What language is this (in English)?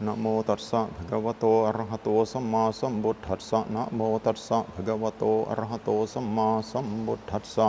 Pali